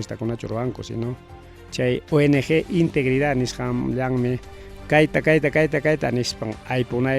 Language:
Ayacucho Quechua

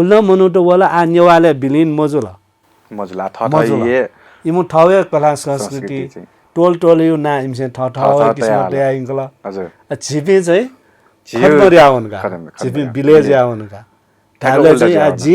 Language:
Newari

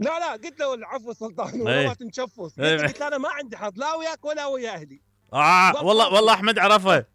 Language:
Mesopotamian Arabic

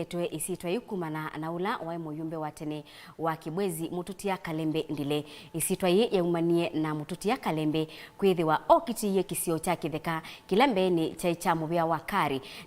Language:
Kamba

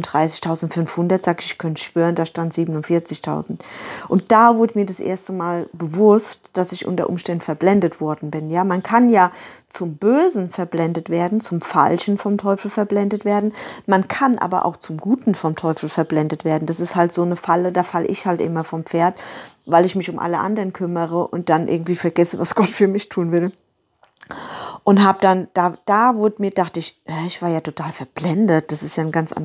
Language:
German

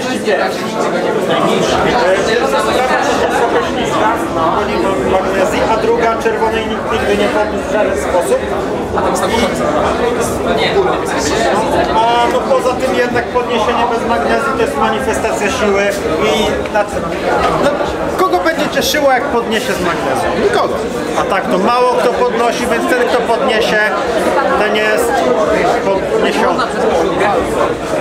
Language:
Polish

